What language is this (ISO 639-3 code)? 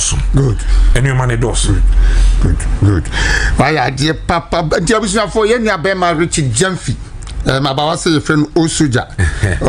aka